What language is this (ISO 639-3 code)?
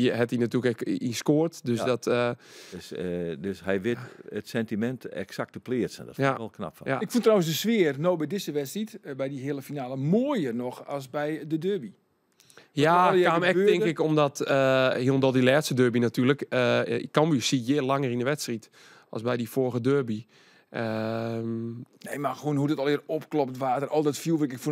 fry